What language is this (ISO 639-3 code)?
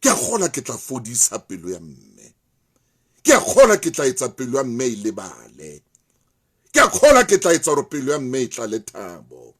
sot